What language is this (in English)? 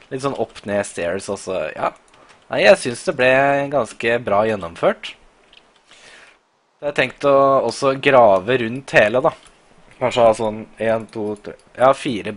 Norwegian